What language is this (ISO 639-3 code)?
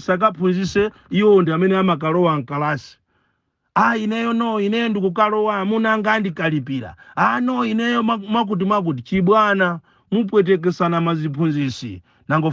nya